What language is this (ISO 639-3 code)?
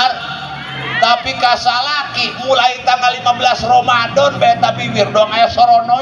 sun